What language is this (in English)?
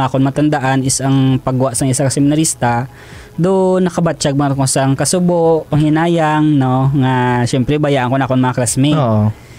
Hiligaynon